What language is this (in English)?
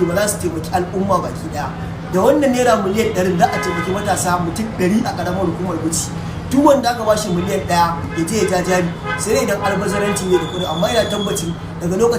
Hausa